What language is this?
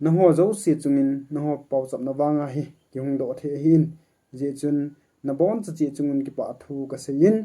Thado Chin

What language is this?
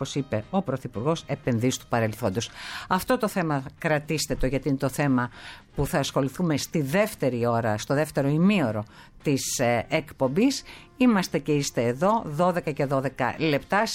Greek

